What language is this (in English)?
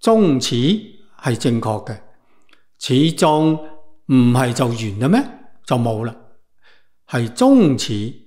Cantonese